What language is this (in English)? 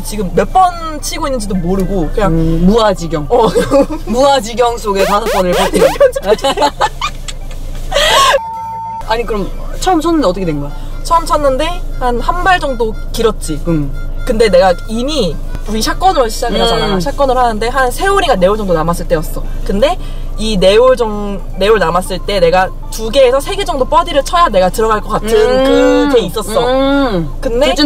Korean